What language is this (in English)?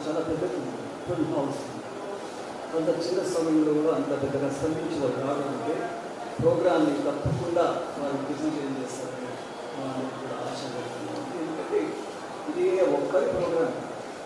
Telugu